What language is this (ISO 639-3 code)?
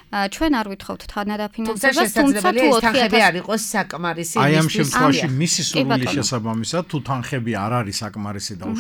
kat